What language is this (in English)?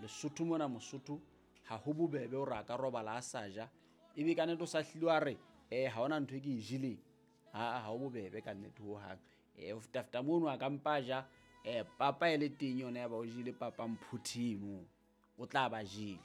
Southern Sotho